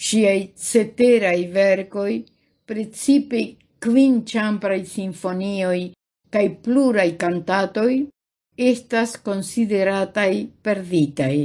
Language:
Esperanto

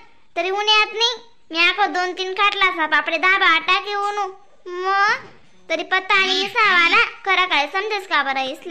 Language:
Khandesi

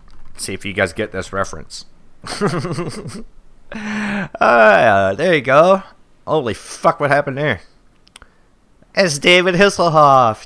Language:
English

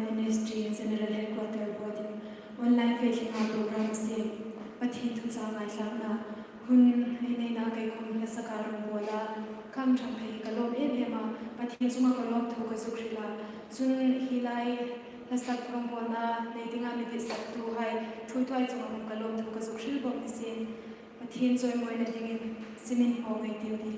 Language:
Hmar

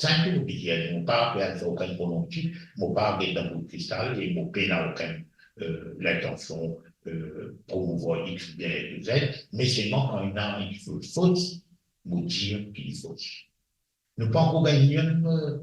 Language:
Morisyen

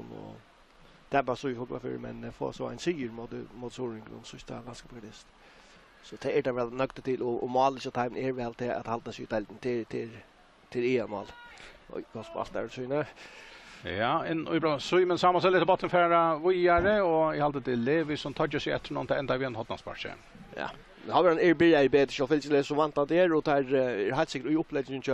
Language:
Faroese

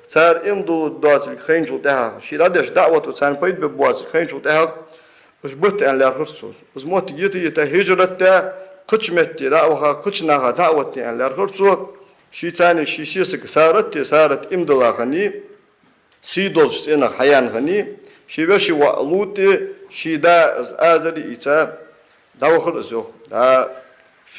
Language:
Ingush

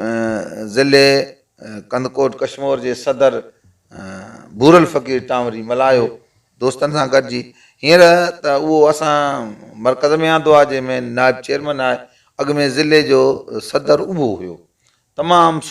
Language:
Sindhi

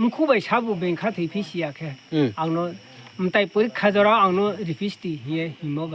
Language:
Riang (India)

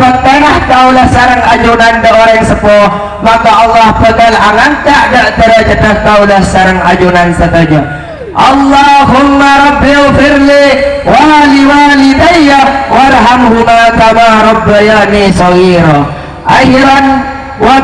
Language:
Madurese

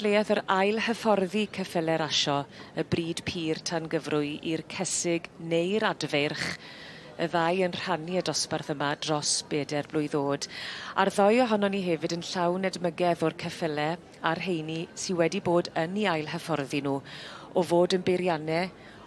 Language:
Welsh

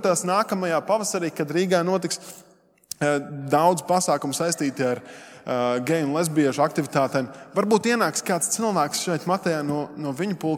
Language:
Latvian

